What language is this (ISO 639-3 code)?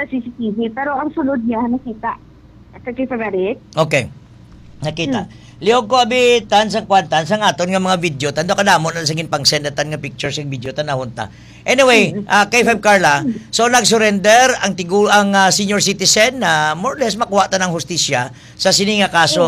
hil